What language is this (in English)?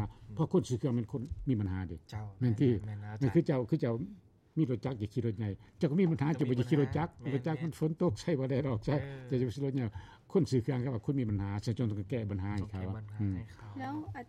Lao